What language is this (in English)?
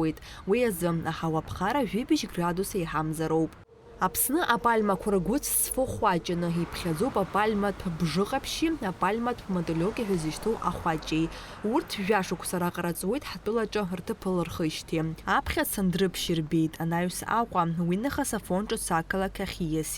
Abkhazian